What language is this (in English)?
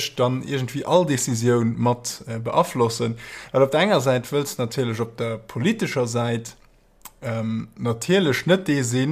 Luxembourgish